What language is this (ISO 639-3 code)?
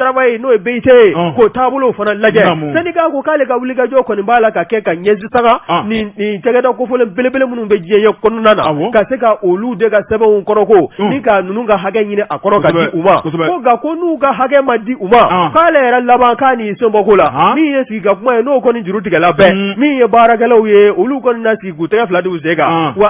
bam